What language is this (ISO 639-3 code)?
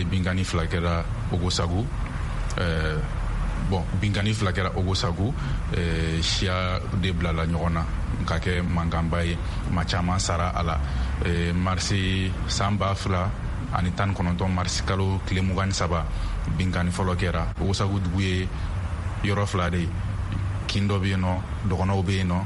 bam